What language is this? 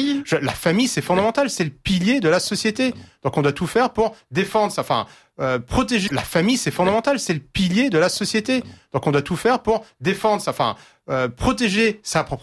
French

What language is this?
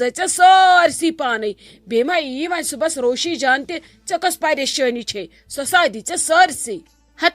Kashmiri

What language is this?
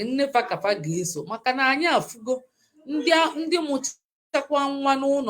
Igbo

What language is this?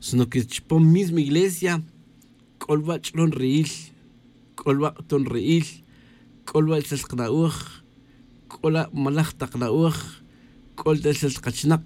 Tz'utujil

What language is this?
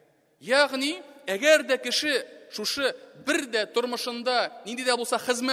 Tatar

